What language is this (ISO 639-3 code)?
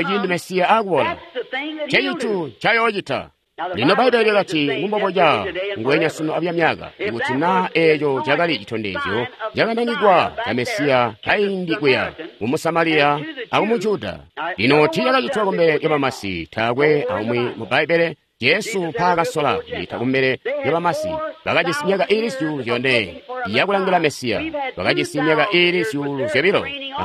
toi